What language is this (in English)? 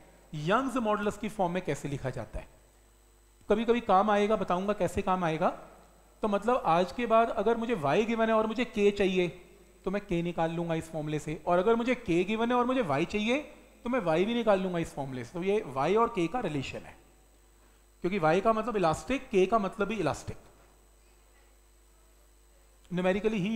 Hindi